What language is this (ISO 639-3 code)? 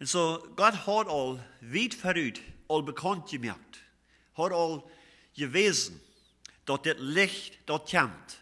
pdt